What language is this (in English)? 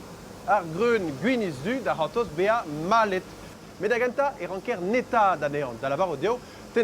Breton